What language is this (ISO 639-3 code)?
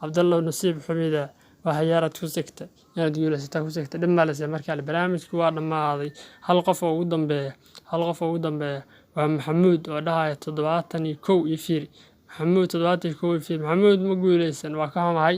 som